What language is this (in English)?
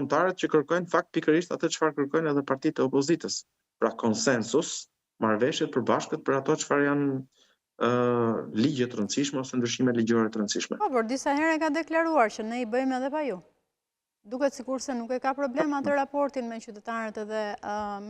Albanian